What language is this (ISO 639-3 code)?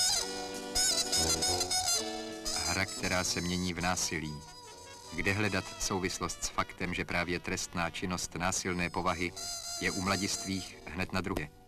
ces